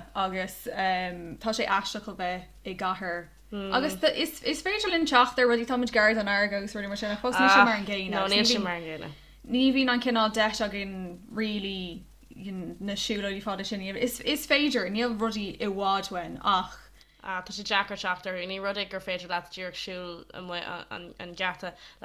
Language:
Irish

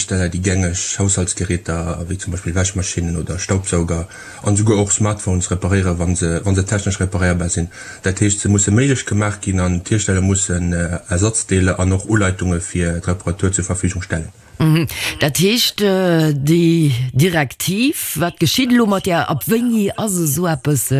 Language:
Luxembourgish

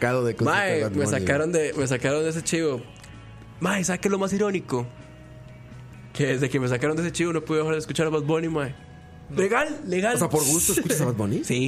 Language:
Spanish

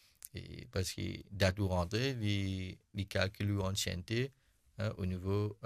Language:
Morisyen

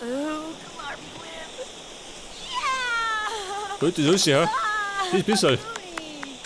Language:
Bavarian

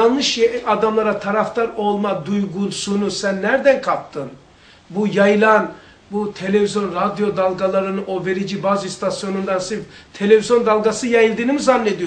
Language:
Turkish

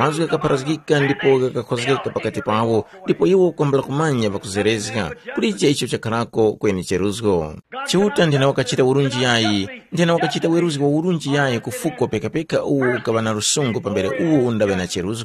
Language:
Tumbuka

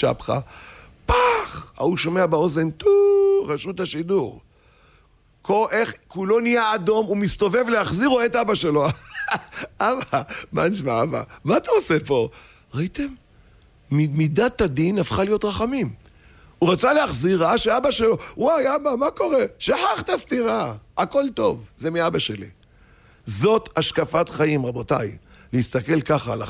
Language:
Hebrew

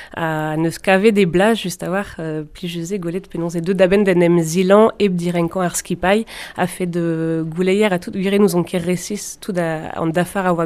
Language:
Breton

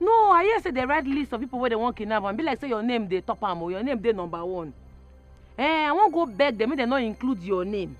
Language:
Nigerian Pidgin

